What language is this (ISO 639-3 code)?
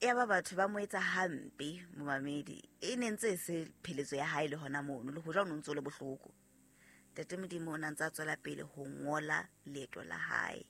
sot